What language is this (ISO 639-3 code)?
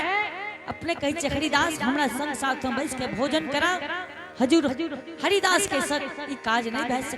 anp